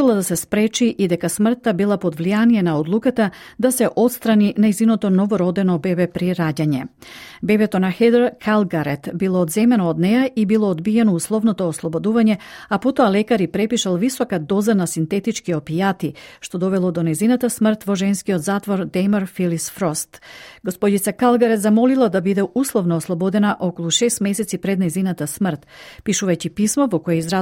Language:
Macedonian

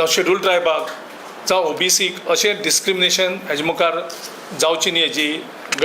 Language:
Konkani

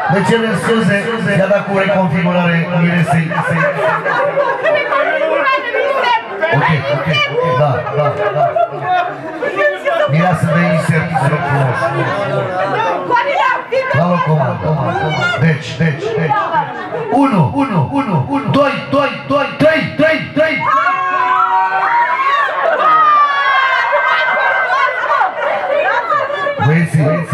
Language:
Romanian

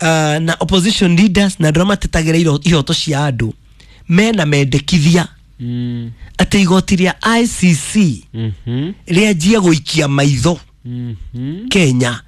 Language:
Kikuyu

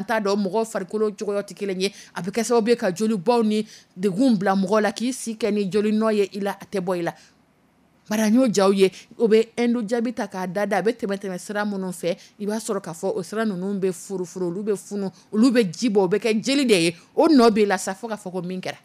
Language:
Dyula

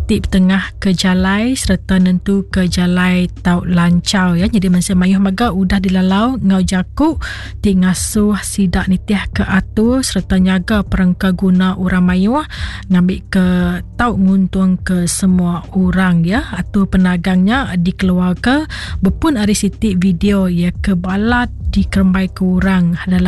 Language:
Iban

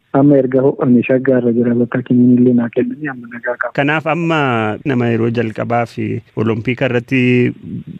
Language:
Oromo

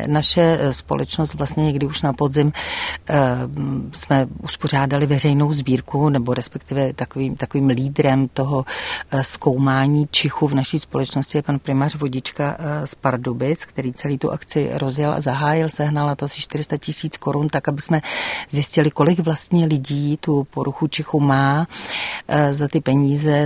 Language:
Czech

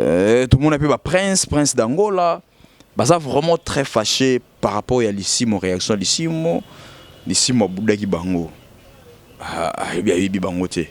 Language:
Lingala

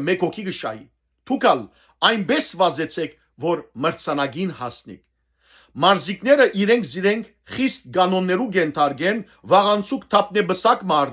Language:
Western Armenian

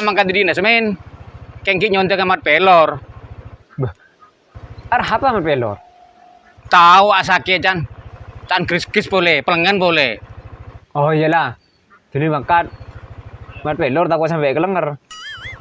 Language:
Madurese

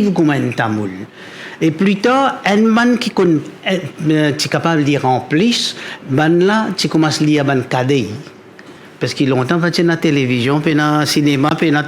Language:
Morisyen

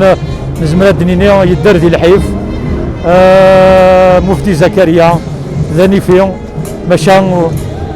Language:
Kabyle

